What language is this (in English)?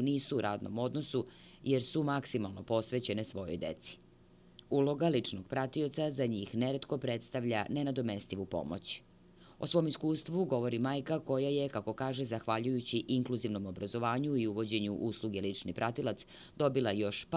Serbian